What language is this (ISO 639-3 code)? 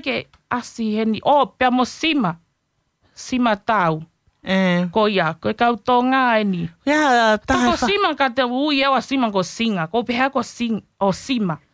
ton